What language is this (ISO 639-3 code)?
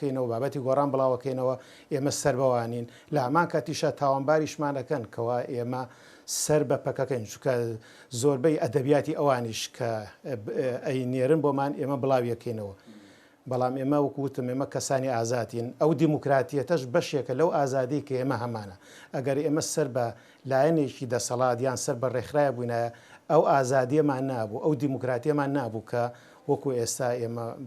ckb